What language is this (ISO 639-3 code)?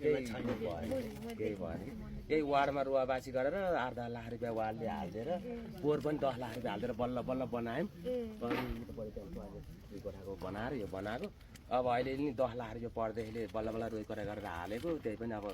nep